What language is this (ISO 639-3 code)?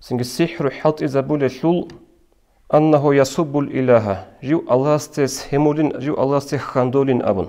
ava